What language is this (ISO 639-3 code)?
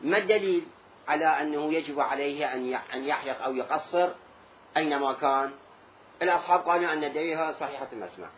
acm